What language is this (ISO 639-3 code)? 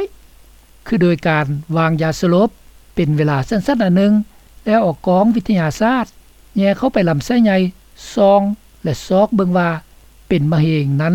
lao